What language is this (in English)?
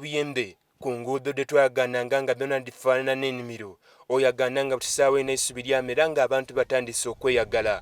Soga